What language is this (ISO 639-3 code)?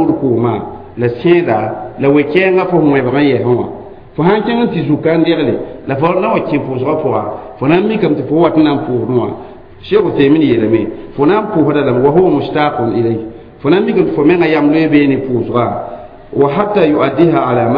mos